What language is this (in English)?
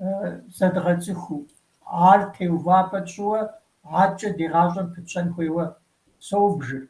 Kabardian